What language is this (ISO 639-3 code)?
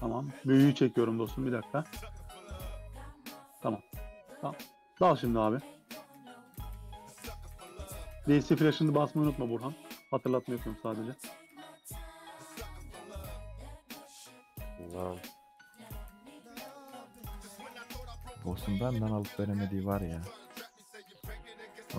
tur